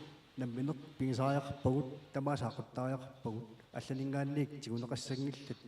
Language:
Kalaallisut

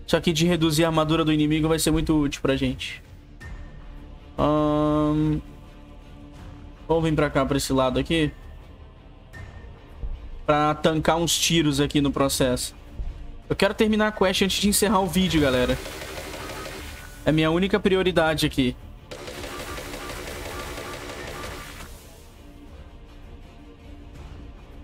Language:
Portuguese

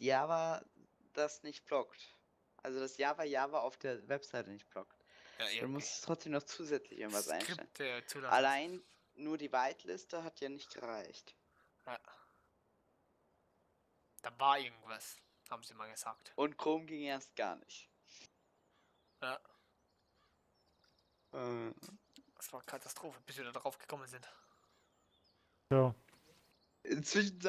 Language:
German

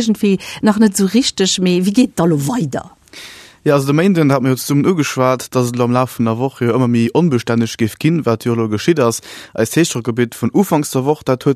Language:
Luxembourgish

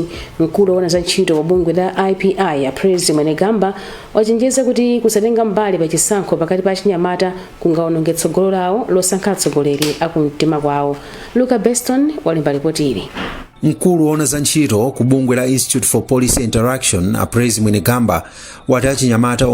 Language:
Nyanja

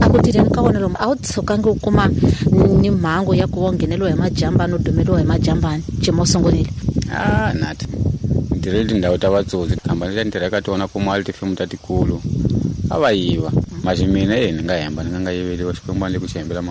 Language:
Tsonga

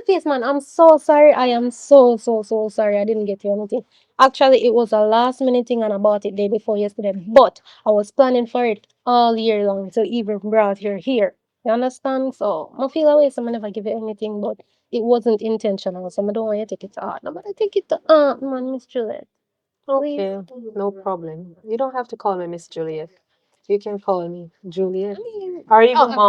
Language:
Jamaican Creole English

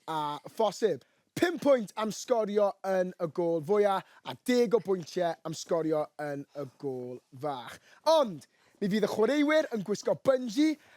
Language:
Welsh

